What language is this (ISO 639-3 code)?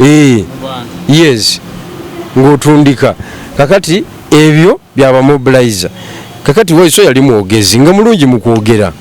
lug